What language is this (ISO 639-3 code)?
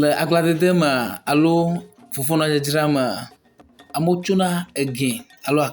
ewe